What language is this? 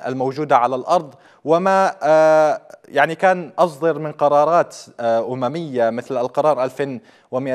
Arabic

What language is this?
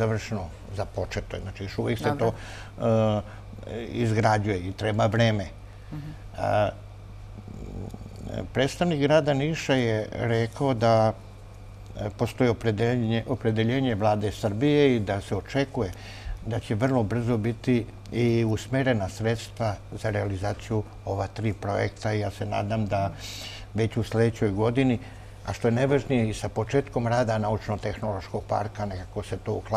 Serbian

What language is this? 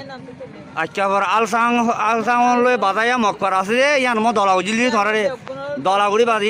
Rohingya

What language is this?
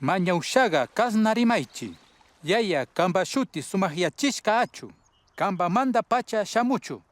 Chimborazo Highland Quichua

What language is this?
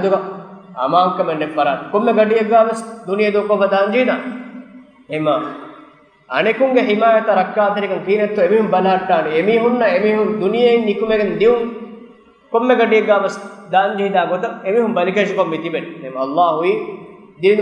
Divehi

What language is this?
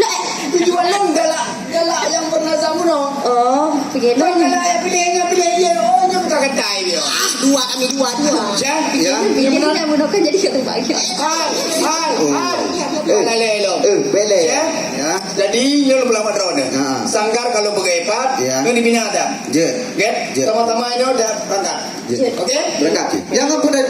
Achinese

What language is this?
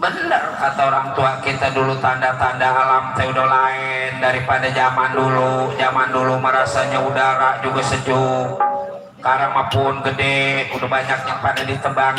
Betawi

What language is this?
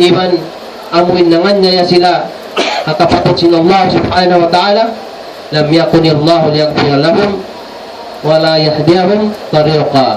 Tausug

